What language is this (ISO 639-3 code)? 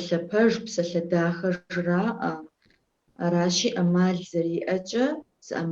kbd